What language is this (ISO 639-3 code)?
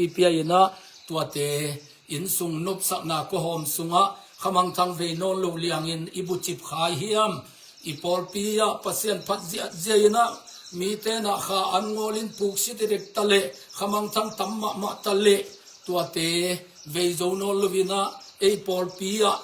ctd